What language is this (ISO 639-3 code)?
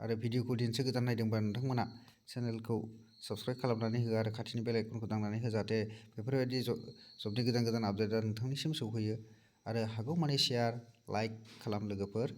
brx